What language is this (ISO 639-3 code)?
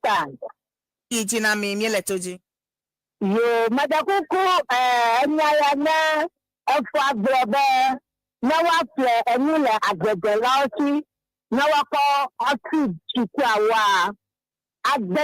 ewe